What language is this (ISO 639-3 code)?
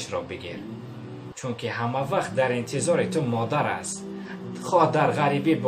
tgk